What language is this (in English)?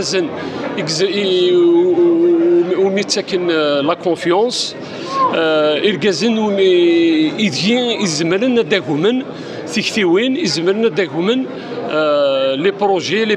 Kabyle